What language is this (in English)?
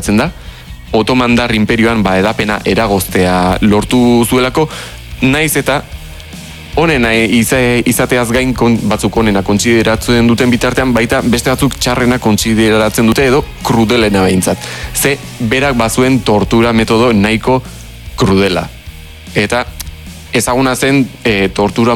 Basque